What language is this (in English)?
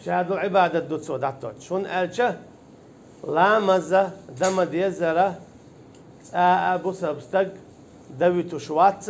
Chechen